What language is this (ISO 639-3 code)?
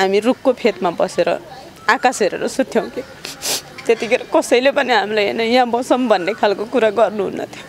nep